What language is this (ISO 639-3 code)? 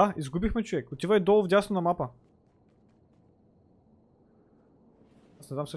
bul